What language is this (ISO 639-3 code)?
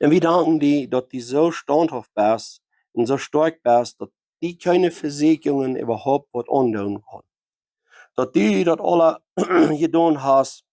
pdt